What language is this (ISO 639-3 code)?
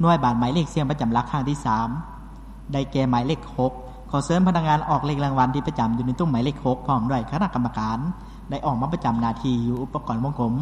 lao